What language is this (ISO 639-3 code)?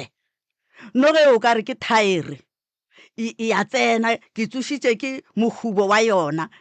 nso